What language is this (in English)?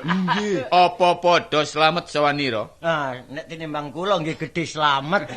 Javanese